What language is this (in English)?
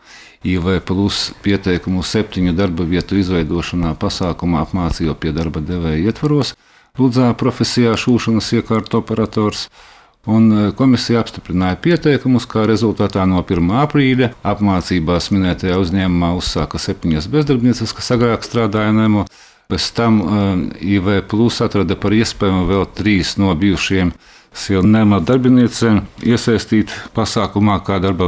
Latvian